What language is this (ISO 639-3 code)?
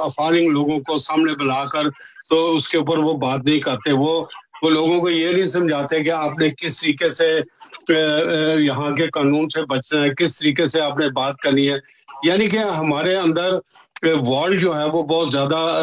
urd